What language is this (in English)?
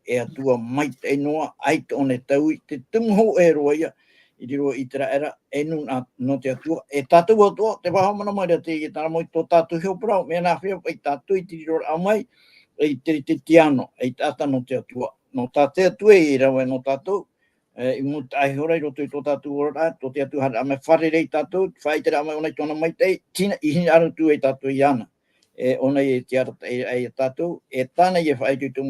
Tahitian